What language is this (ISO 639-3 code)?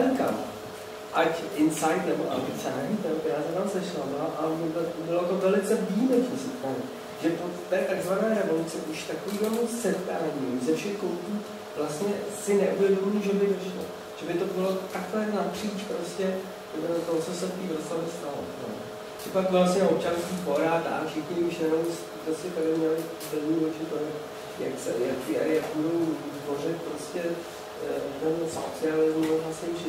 ces